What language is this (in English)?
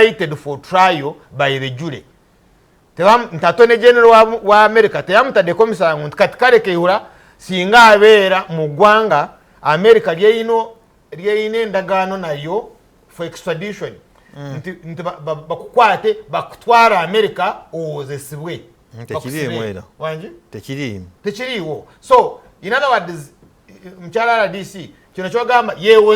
Ganda